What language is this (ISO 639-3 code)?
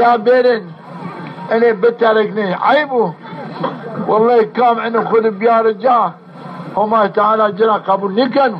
zza